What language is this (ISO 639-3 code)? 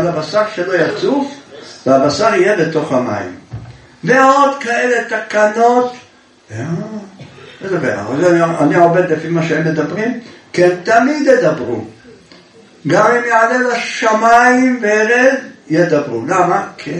heb